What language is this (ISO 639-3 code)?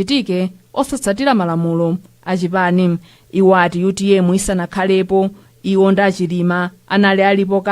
nya